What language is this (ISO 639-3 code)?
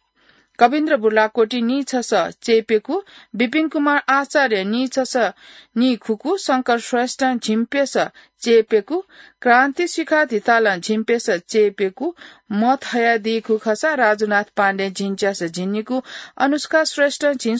new